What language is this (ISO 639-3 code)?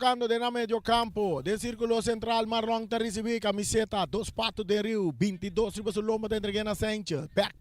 pap